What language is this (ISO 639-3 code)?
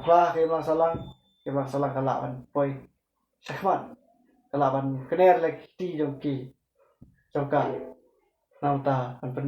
kha